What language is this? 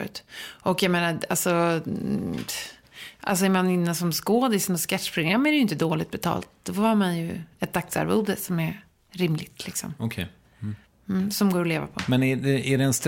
Swedish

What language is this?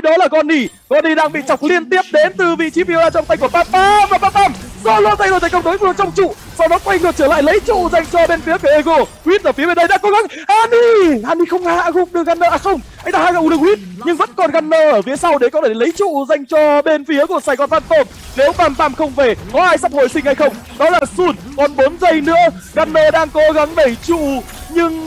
Vietnamese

